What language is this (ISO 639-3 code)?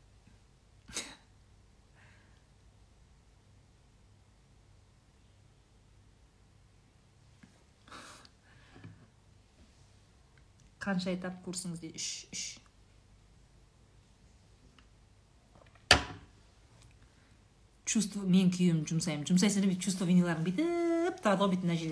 kaz